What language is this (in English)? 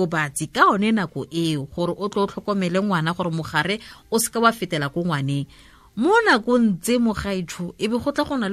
Tswana